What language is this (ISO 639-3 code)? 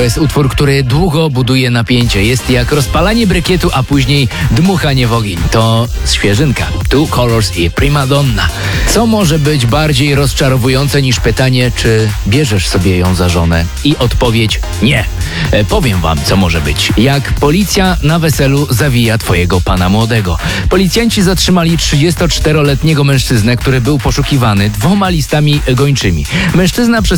pol